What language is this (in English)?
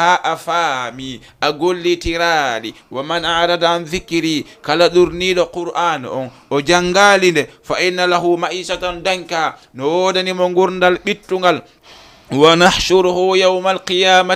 Fula